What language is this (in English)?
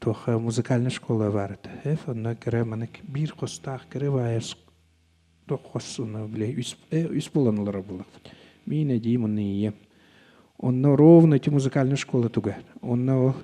Yakut